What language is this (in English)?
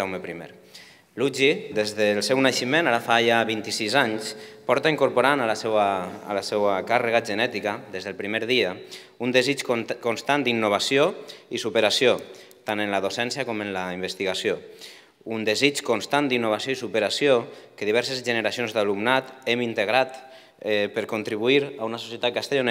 Catalan